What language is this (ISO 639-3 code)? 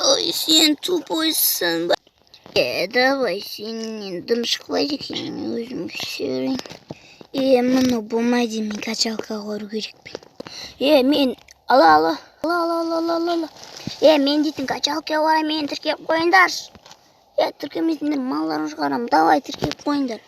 kaz